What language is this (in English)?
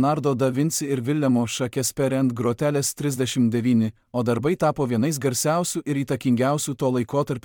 Lithuanian